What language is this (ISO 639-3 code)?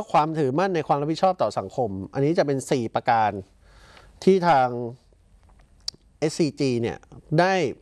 tha